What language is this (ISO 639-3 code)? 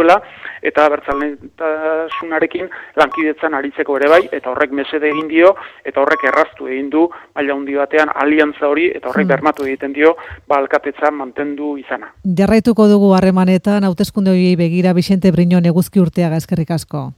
eus